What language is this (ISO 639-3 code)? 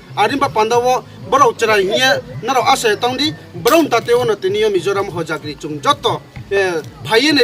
ria